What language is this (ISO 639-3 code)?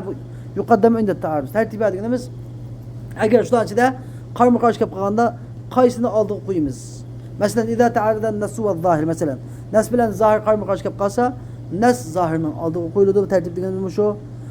uig